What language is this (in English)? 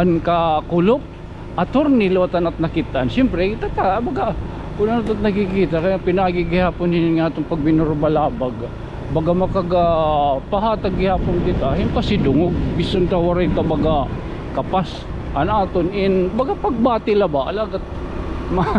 Waray